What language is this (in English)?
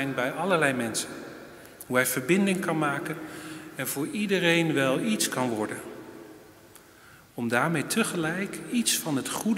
Dutch